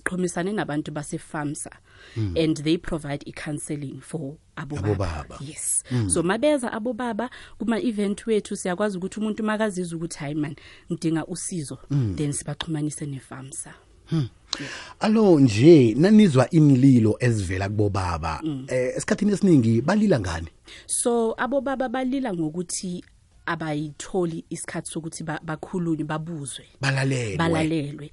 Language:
South Ndebele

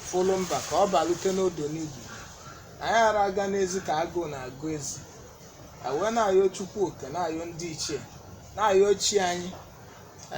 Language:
Igbo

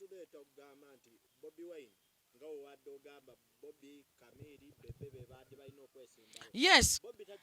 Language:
Ganda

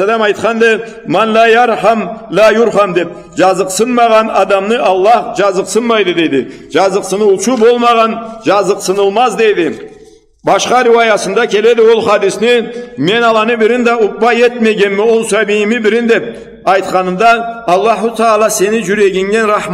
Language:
Karachay-Balkar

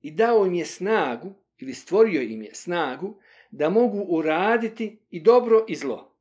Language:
Bosnian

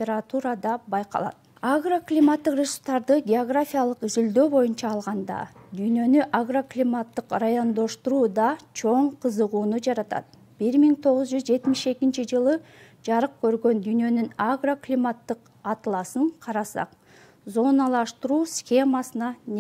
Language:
Kyrgyz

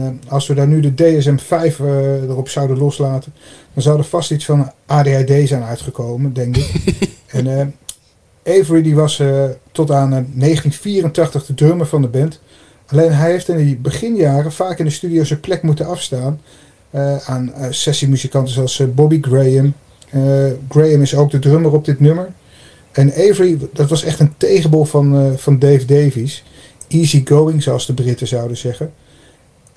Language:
Dutch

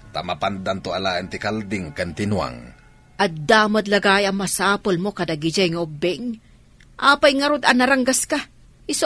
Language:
Iloko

